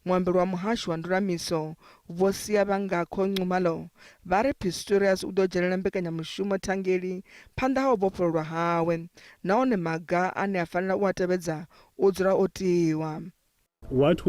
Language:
Venda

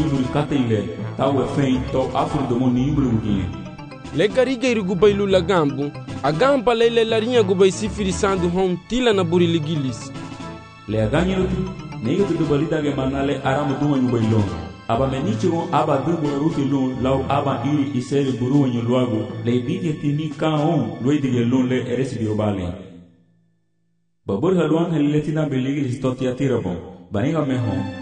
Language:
Garifuna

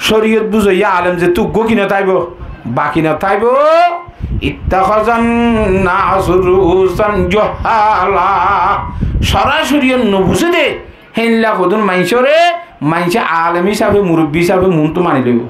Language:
Rohingya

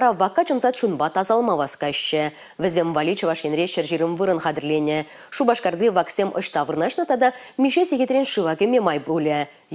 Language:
Chuvash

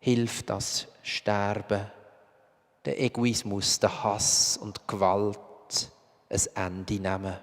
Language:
Swiss German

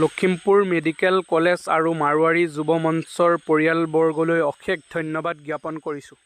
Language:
Assamese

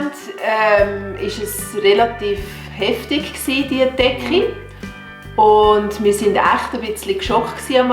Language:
Swiss German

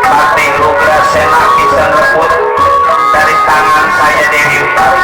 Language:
Betawi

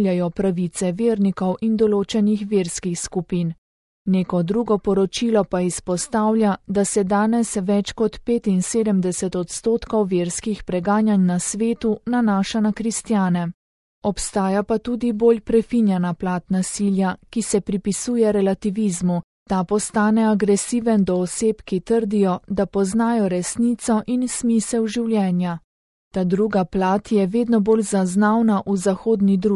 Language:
Slovenian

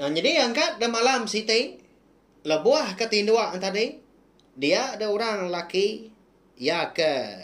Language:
Iban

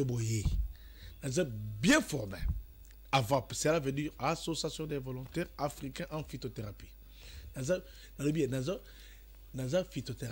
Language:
Lingala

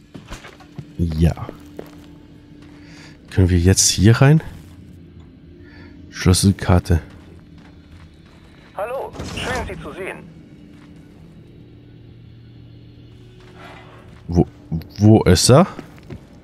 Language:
German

